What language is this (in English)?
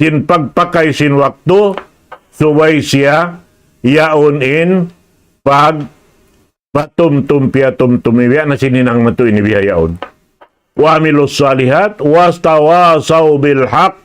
Tausug